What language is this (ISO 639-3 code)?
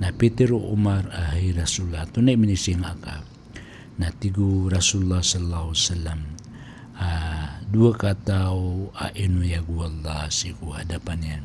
mrw